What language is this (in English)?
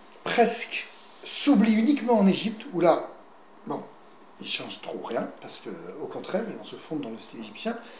French